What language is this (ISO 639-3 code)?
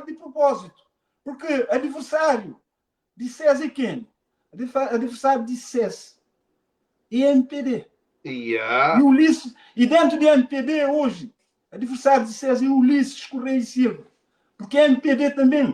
kea